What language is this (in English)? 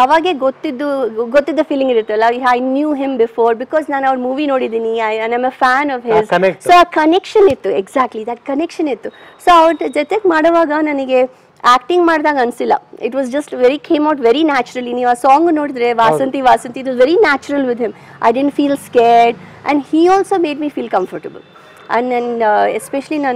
Kannada